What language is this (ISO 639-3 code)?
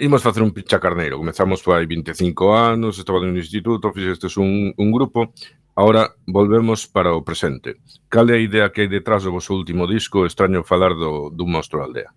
glg